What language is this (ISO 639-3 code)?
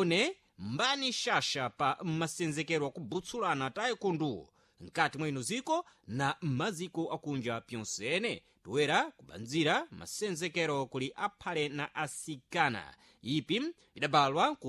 seh